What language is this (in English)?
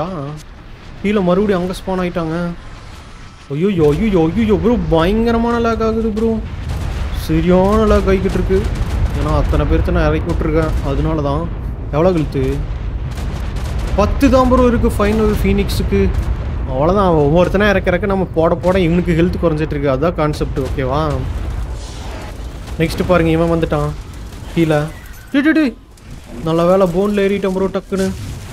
Tamil